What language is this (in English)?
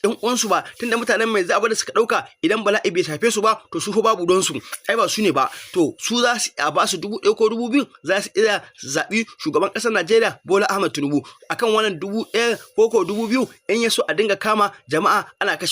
Hausa